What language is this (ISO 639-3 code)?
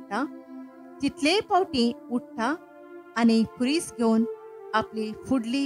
kok